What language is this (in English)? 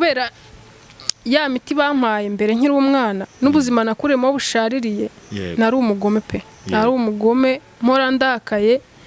Kinyarwanda